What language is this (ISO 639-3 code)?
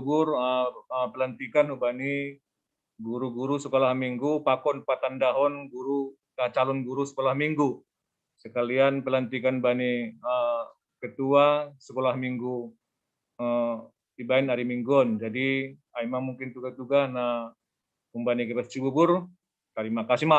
bts